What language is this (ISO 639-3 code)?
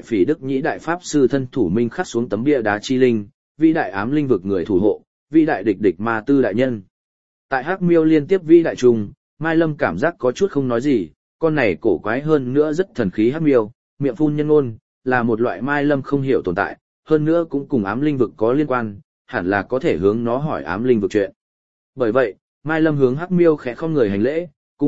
vie